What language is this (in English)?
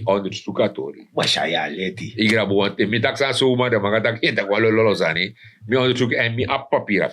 Sranan Tongo